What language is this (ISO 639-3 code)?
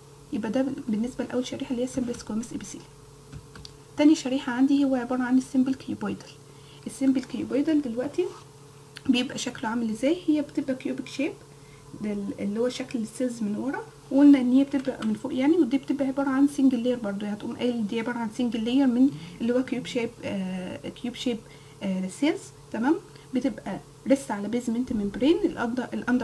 arz